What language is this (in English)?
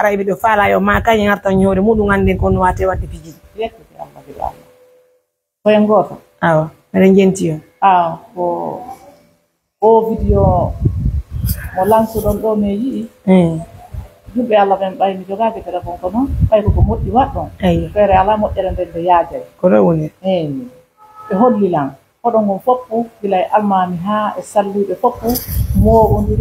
Pular